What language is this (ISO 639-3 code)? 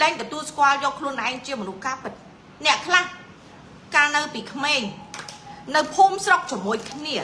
khm